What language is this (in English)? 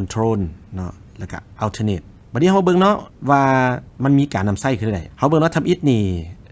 Lao